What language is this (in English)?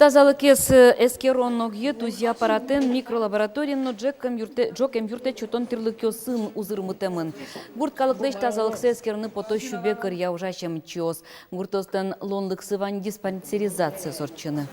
Udmurt